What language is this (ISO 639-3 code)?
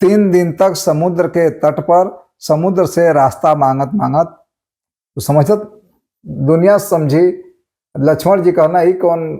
bho